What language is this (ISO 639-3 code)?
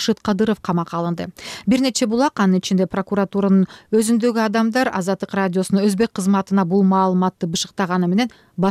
kir